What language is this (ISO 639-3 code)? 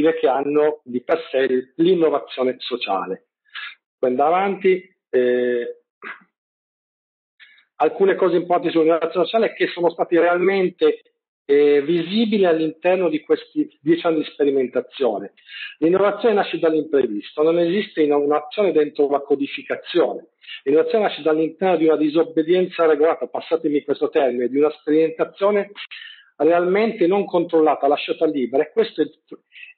ita